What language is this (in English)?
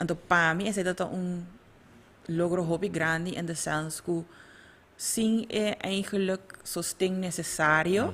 Papiamento